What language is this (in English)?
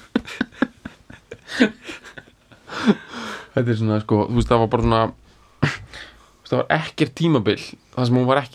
Icelandic